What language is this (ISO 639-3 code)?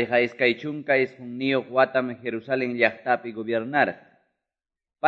que